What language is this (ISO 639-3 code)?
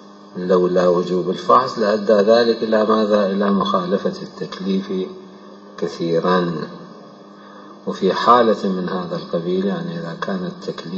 ara